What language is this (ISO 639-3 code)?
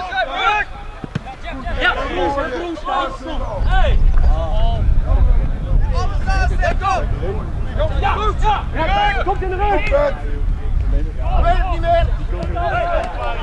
nld